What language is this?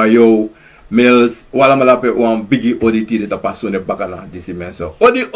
Sranan Tongo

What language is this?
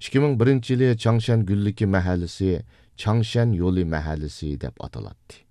Uyghur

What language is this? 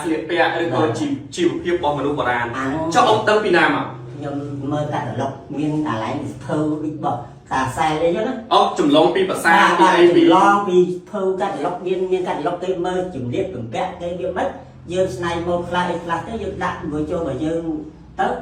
Khmer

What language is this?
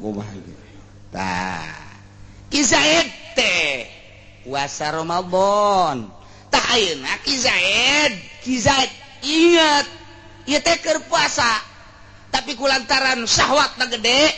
Sundanese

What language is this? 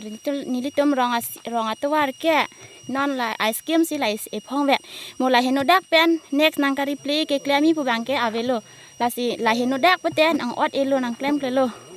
Karbi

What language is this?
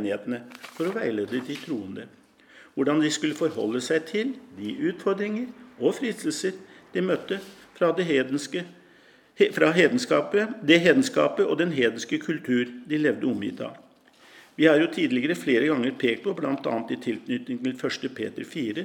Norwegian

